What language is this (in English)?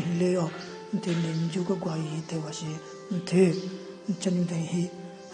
Southern Rengma Naga